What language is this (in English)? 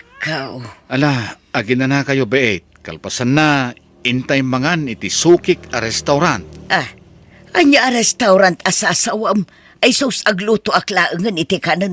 Iloko